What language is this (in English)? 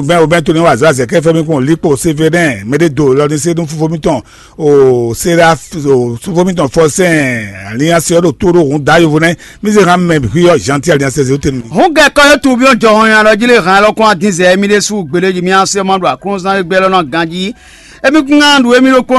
Fon